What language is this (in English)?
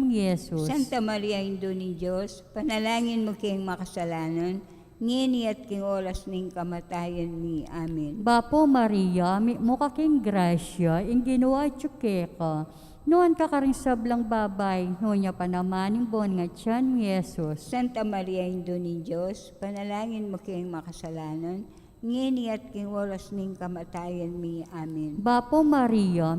Pampanga